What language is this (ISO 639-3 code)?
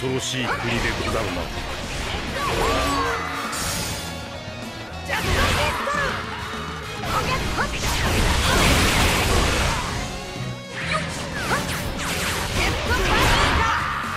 jpn